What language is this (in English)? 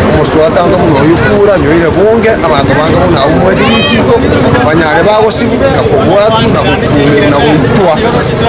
Gusii